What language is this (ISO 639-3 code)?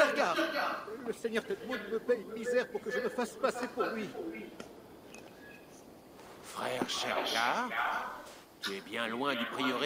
fra